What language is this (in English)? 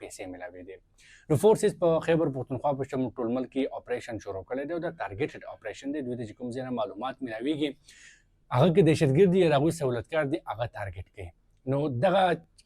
Pashto